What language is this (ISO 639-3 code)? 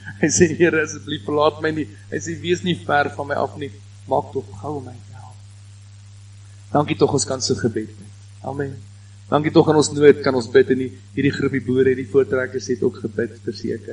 afr